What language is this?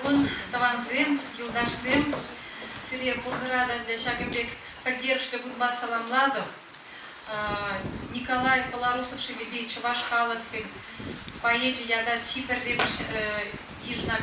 Chuvash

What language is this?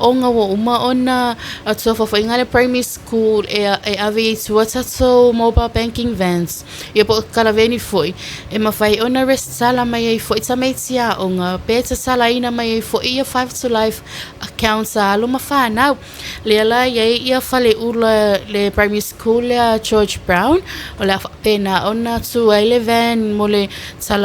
Samoan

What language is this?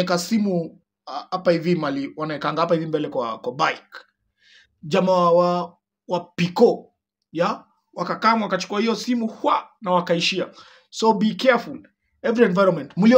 Swahili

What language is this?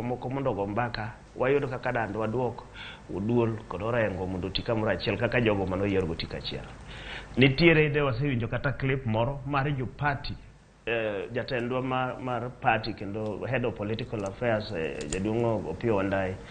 Luo (Kenya and Tanzania)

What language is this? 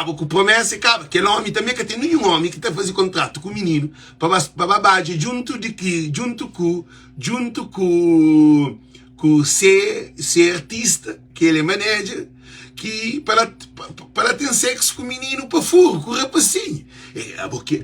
Kabuverdianu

